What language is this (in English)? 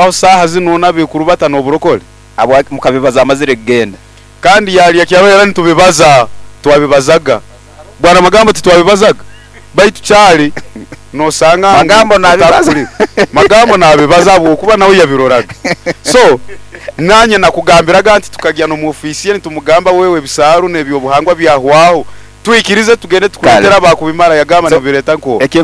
Nyoro